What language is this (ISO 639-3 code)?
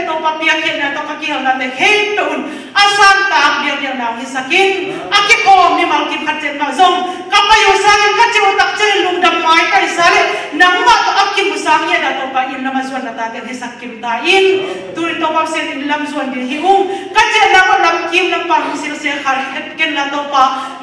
ctd